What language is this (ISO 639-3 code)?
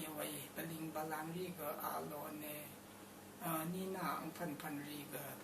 raw